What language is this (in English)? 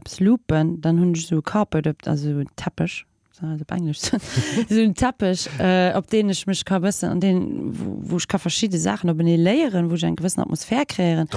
Luxembourgish